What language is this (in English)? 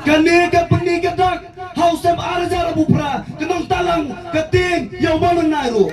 Khasi